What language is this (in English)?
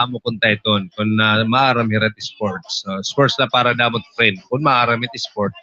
Waray